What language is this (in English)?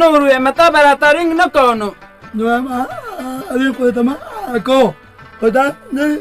Pashto